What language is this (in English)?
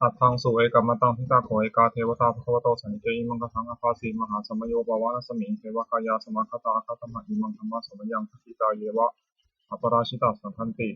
Pali